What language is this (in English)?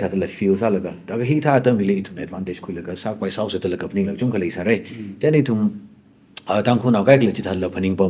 Tangkhul Naga (India)